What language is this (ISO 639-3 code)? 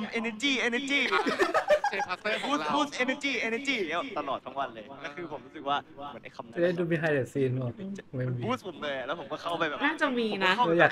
tha